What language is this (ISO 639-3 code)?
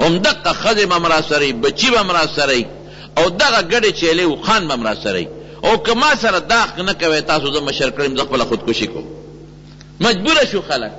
pus